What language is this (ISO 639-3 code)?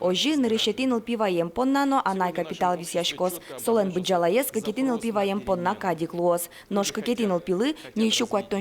udm